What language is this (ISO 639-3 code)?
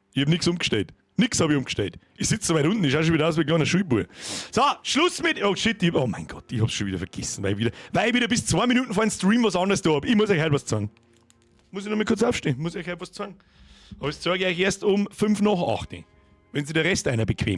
bar